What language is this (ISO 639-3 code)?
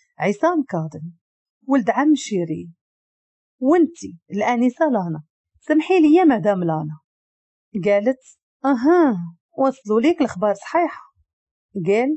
ary